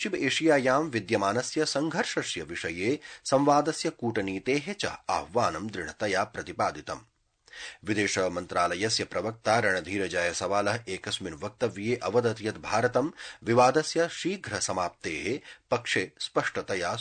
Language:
Sanskrit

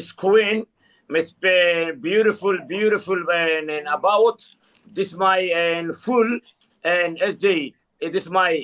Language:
Somali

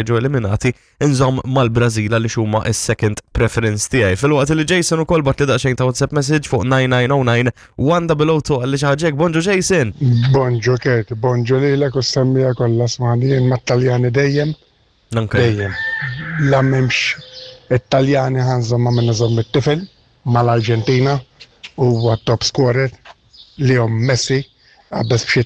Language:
Maltese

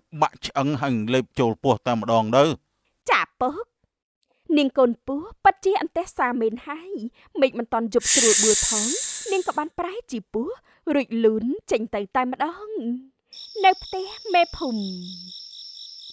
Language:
Khmer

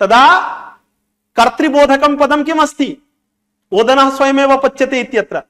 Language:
Sanskrit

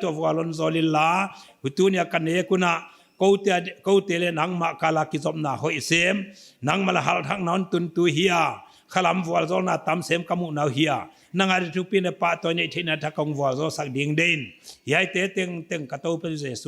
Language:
Paite Chin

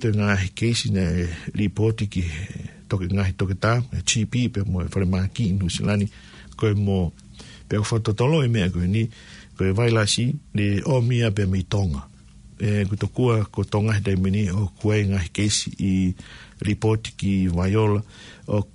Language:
Tongan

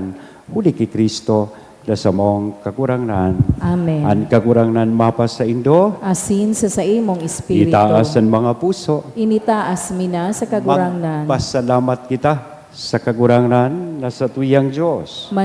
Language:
Bikol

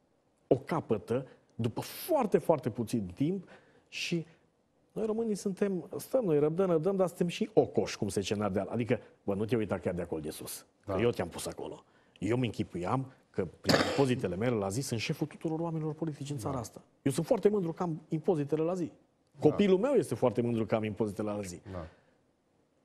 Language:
Romanian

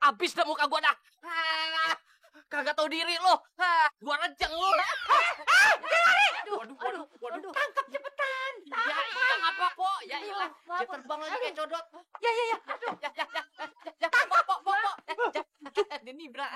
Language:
Betawi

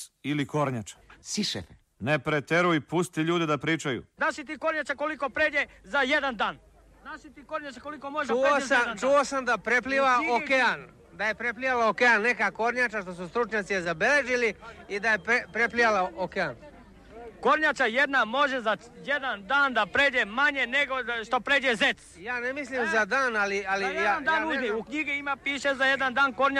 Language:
Serbian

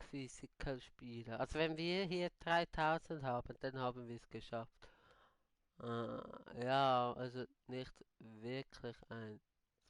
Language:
Swiss German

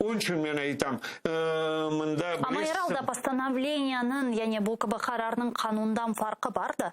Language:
Crimean Tatar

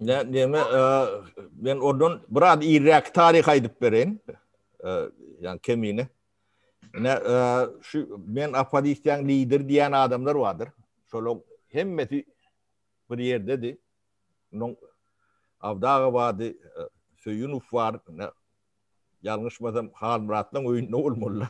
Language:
Turkmen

